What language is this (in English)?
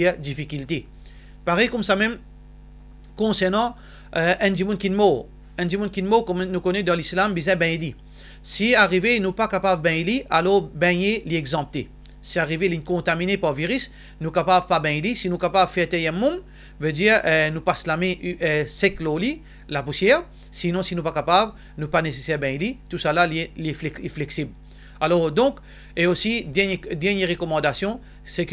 Morisyen